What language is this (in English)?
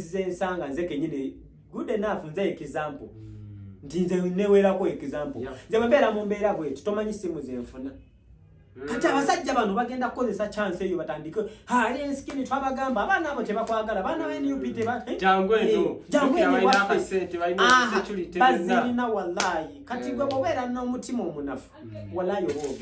Ganda